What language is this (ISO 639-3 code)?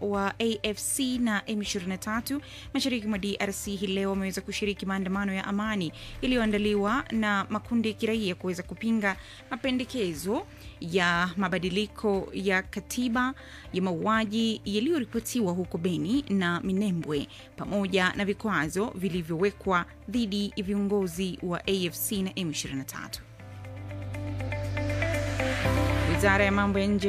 swa